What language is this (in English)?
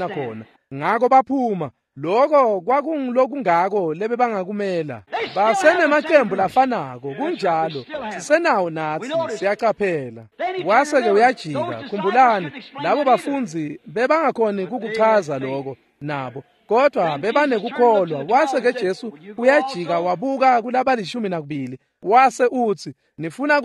Swati